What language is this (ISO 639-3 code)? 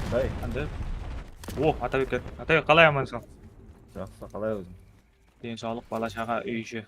kaa